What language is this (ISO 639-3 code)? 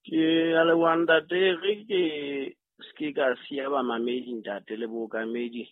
sot